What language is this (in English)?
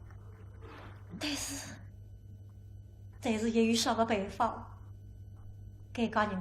Wu Chinese